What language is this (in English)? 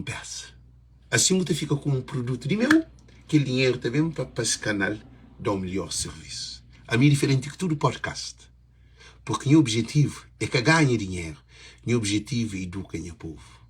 Kabuverdianu